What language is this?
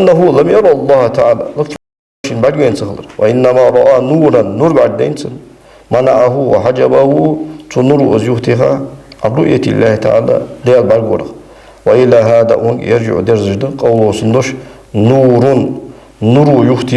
Ingush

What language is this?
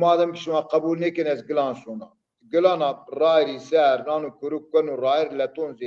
Zaza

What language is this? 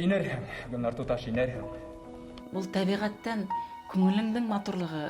Bashkir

